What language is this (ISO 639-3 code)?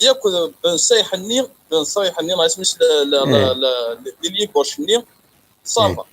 kab